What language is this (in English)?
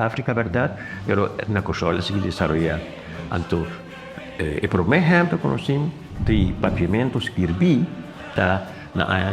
Papiamento